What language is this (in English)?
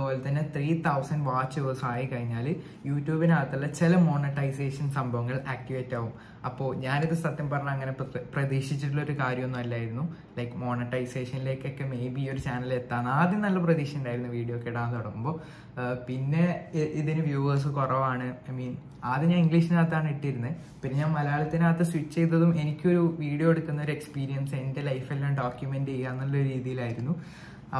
Malayalam